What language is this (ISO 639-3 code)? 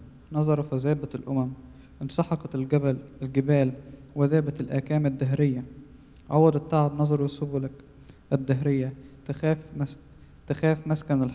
ara